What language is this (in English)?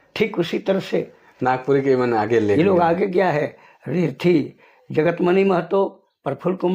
Sadri